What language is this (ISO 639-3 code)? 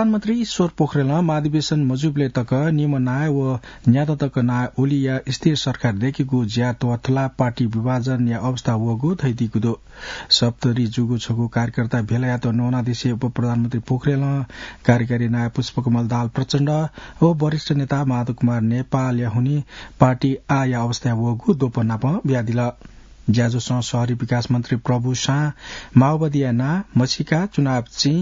new